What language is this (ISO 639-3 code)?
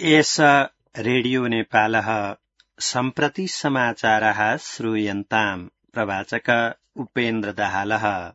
san